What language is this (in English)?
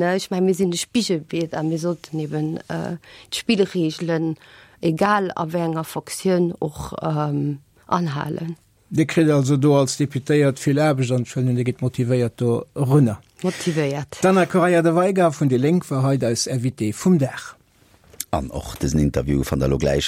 Luxembourgish